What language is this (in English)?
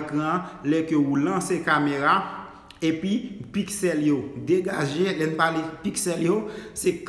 Haitian Creole